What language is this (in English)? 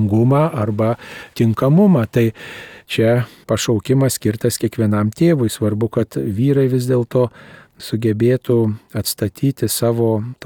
Lithuanian